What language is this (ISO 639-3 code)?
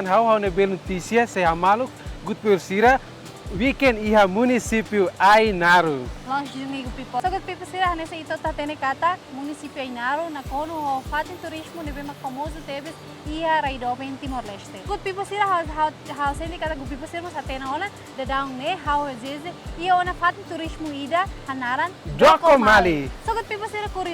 tet